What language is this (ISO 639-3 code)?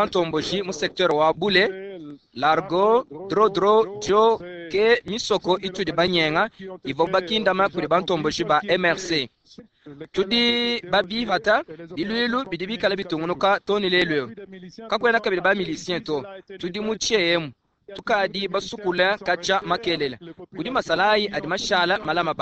lua